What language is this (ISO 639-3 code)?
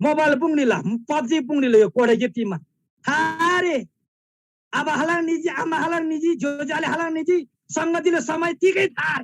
taj